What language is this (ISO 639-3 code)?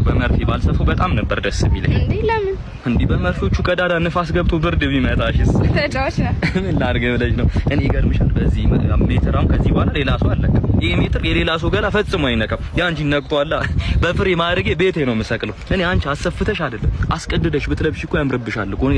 amh